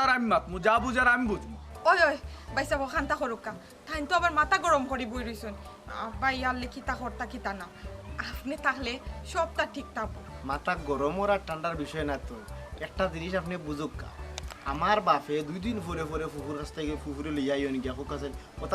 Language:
Sylheti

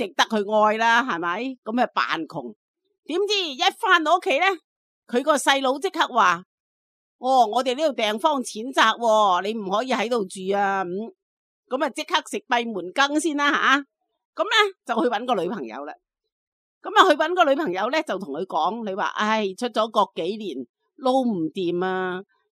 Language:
Cantonese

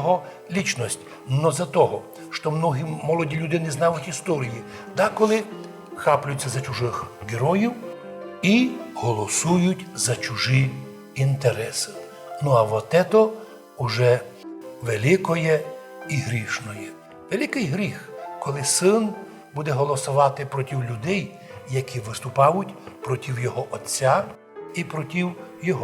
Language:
Rusyn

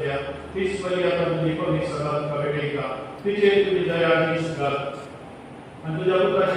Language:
Konkani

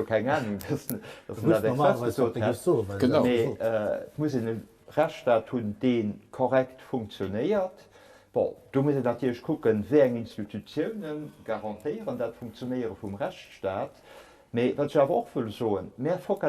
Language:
Luxembourgish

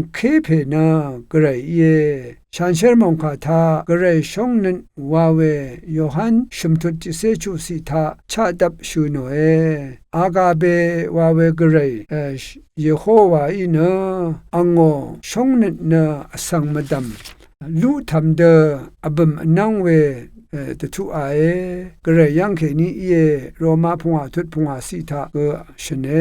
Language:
Rawang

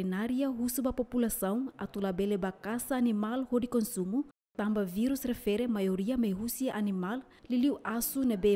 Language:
Tetum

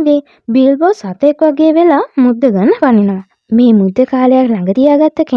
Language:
Sinhala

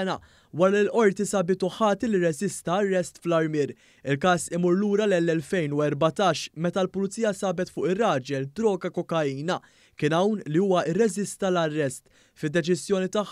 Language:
Maltese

